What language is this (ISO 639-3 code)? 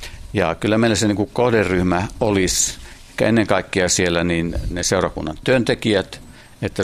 fin